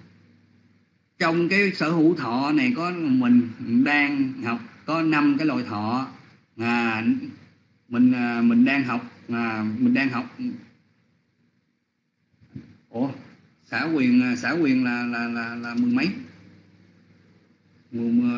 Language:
Vietnamese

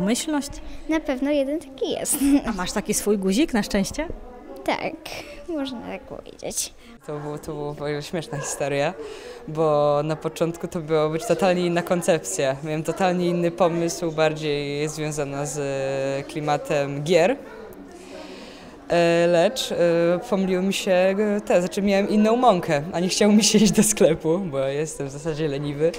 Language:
Polish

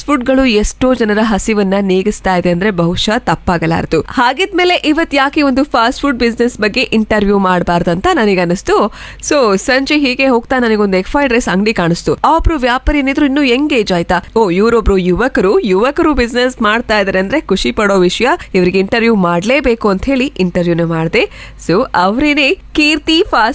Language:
Kannada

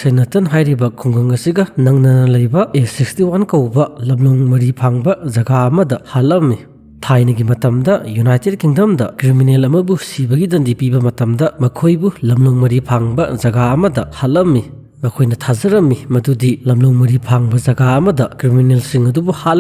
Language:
Manipuri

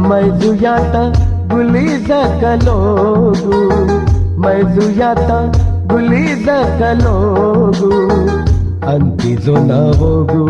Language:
Newari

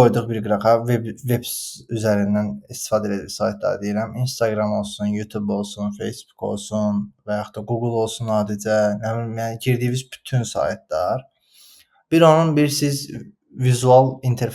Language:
Azerbaijani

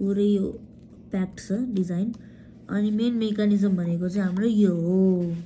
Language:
Nepali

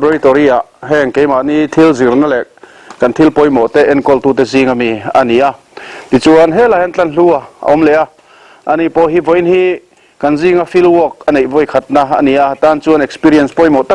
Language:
Mizo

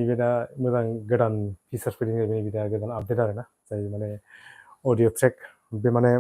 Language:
Bodo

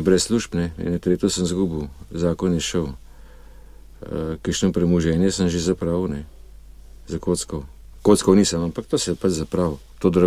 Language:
Slovenian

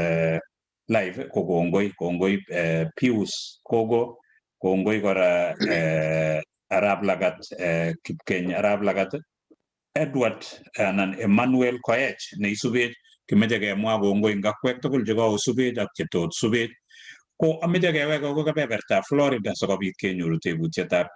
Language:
Kalenjin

